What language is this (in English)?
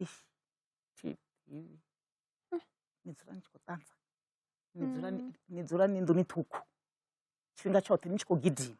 Venda